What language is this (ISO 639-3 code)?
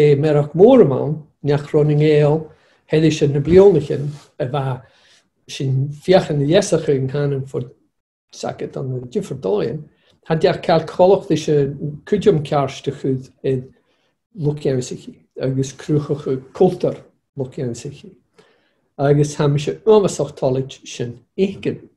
gla